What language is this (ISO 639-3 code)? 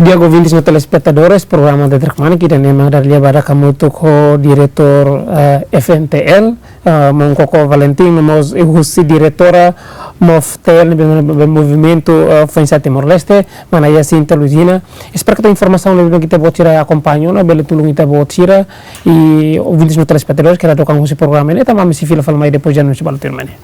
tet